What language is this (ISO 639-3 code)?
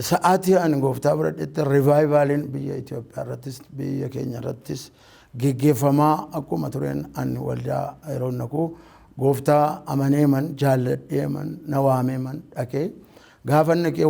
orm